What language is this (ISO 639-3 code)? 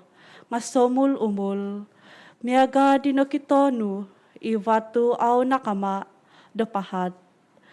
dtp